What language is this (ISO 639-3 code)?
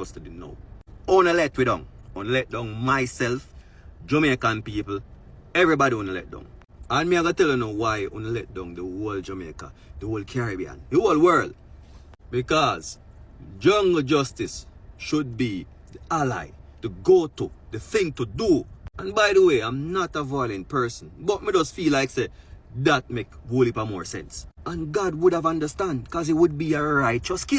jam